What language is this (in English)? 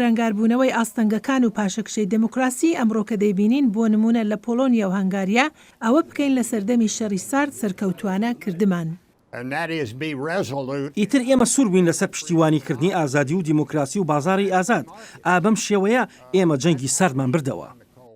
Central Kurdish